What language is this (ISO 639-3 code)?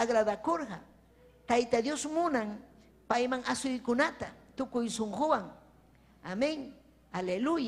quy